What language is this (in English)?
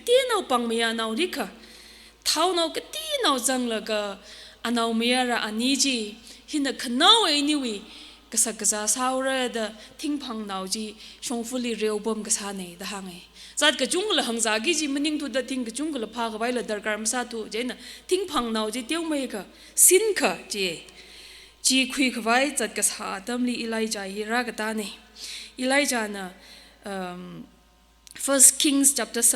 Tangkhul Naga (India)